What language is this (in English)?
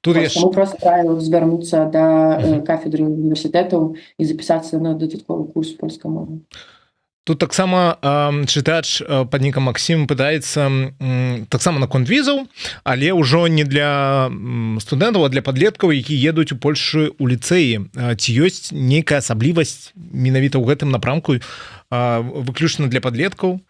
Belarusian